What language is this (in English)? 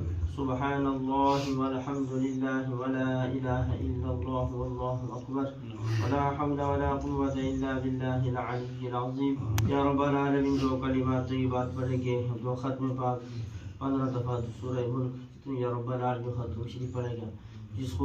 Pahari-Potwari